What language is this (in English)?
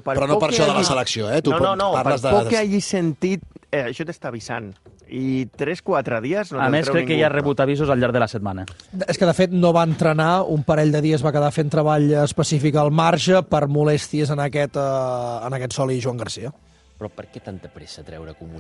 Catalan